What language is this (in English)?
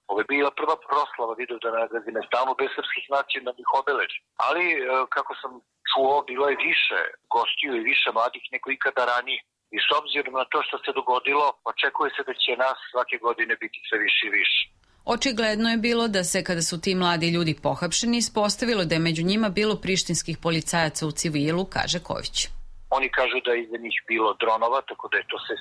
Serbian